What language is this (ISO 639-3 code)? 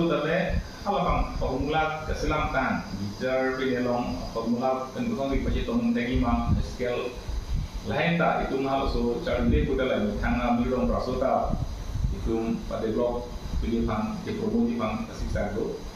mjw